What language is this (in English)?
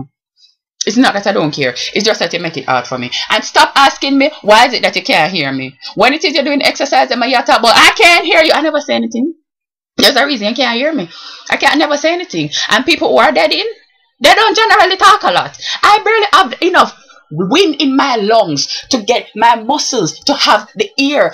Jamaican Creole English